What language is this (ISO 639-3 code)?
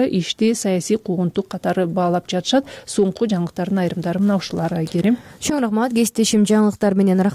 kir